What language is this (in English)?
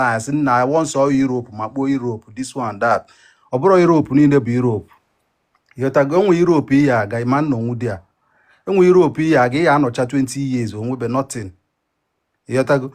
Igbo